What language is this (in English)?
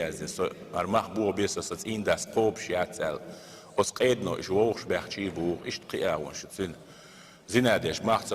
Chechen